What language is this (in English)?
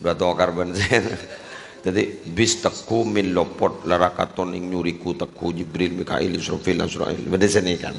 Madurese